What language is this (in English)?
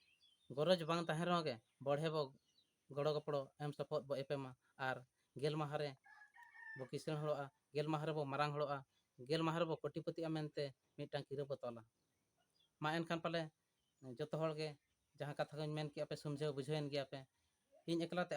Santali